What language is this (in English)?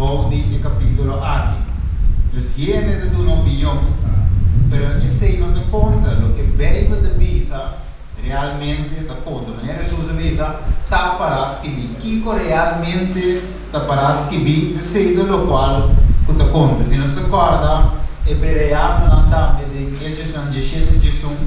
Papiamento